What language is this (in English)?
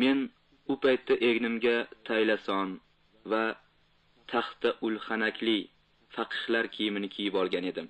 Uzbek